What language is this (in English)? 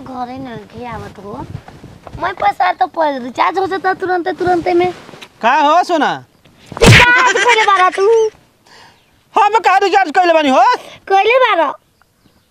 Bhojpuri